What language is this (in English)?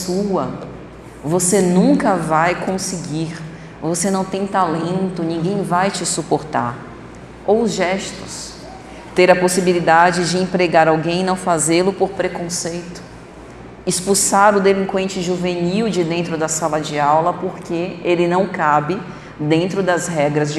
Portuguese